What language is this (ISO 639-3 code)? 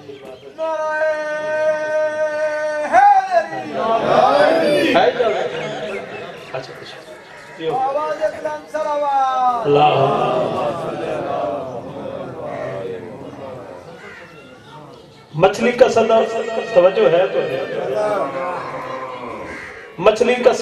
urd